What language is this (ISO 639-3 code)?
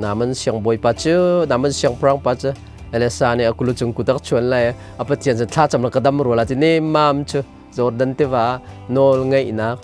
cnh